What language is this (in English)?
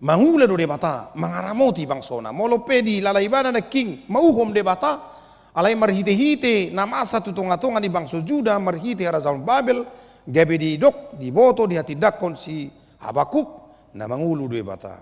Batak Toba